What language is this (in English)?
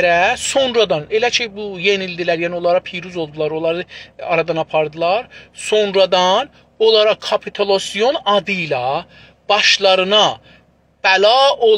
South Azerbaijani